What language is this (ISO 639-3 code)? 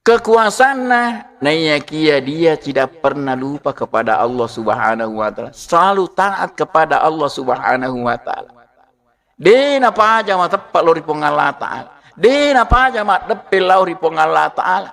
bug